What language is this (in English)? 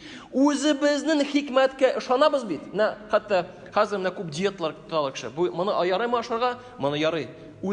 Tatar